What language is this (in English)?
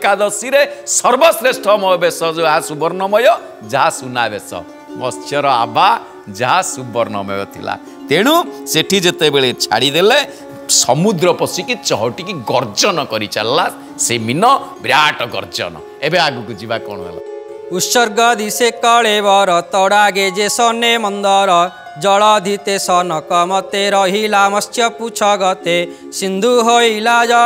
Odia